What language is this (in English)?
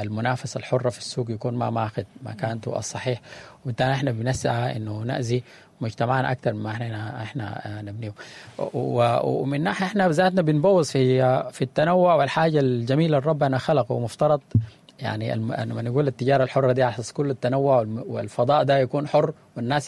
Sudanese Arabic